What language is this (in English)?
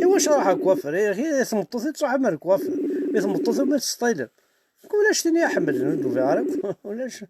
Kabyle